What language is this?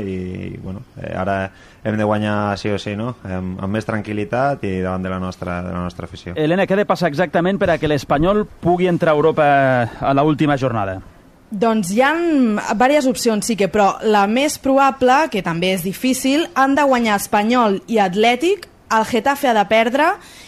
Catalan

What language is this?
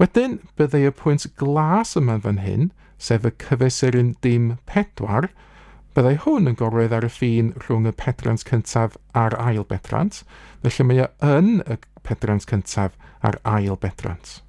Welsh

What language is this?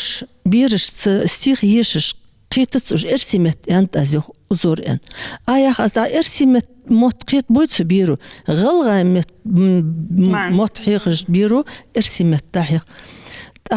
Ingush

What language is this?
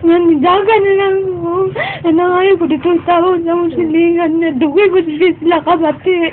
Cebuano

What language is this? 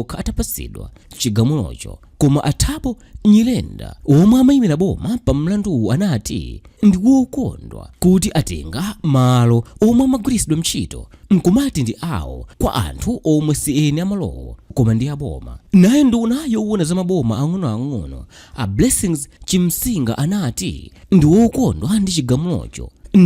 Nyanja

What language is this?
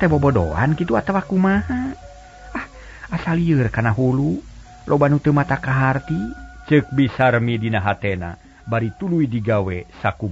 Sundanese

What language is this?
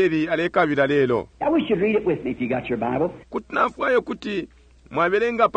Bemba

